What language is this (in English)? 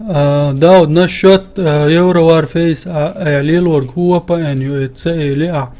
Chechen